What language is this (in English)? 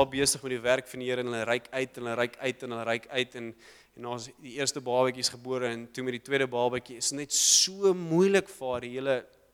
Afrikaans